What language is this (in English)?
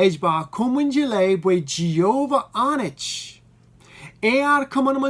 Marshallese